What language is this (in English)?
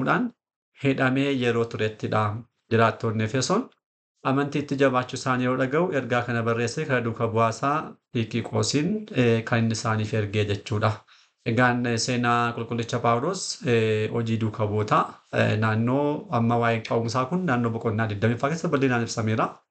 Oromo